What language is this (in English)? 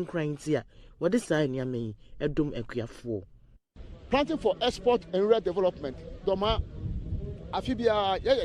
Akan